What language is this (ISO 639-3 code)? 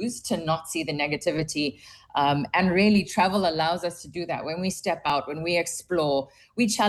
eng